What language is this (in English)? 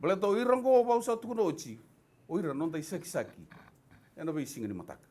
Fijian